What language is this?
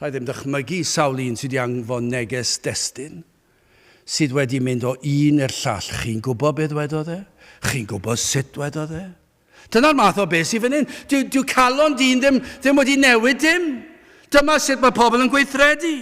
Welsh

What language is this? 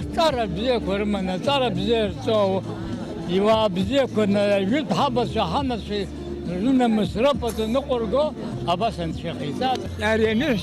Abkhazian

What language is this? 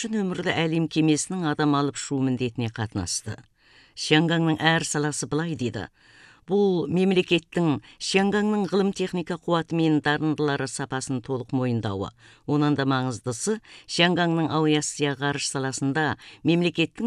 Kazakh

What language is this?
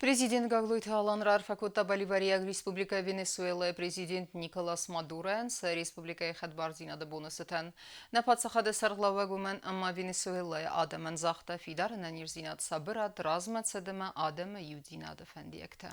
Ossetic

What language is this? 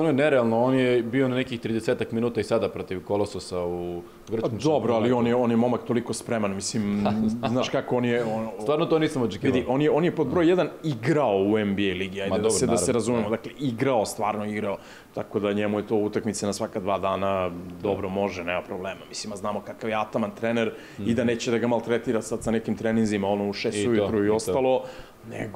Serbian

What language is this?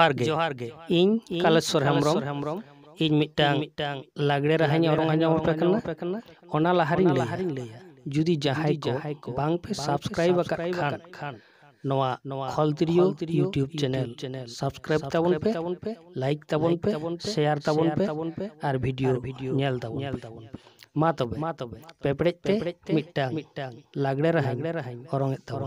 Santali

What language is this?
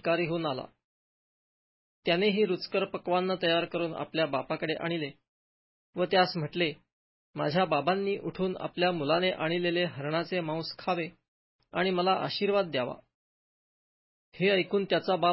Marathi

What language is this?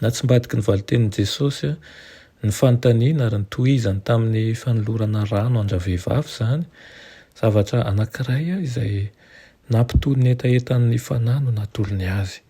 Malagasy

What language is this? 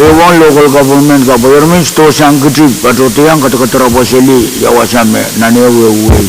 Pohnpeian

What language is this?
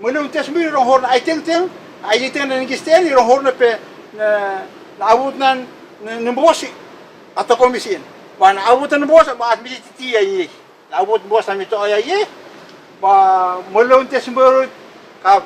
Bislama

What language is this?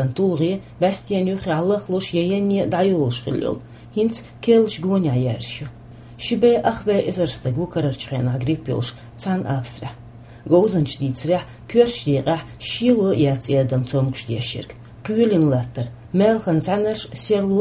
Chechen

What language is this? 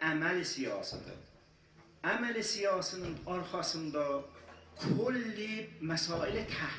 South Azerbaijani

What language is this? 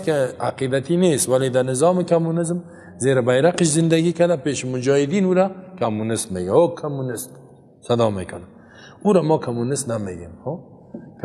Persian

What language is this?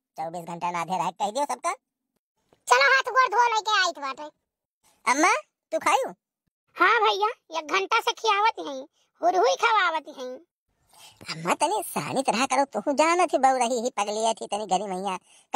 Awadhi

